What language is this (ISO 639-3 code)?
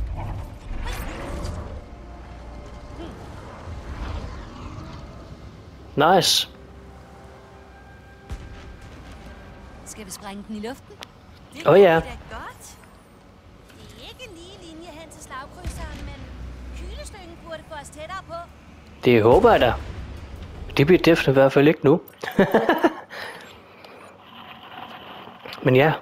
dan